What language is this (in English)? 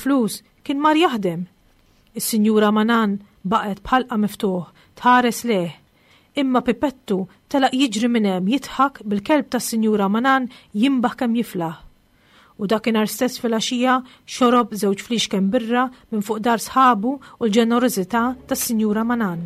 Maltese